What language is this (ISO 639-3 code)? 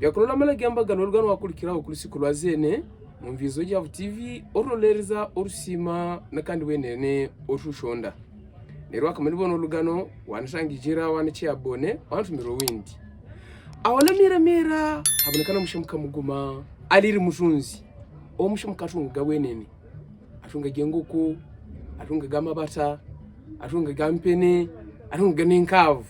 hav